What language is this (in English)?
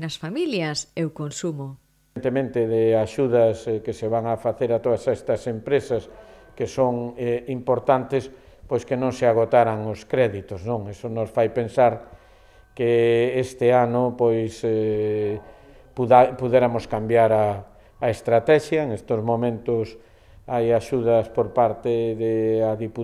Galician